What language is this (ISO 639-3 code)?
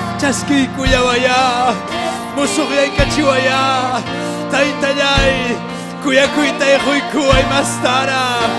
quy